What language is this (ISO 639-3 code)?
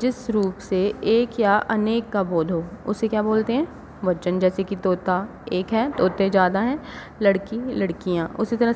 hin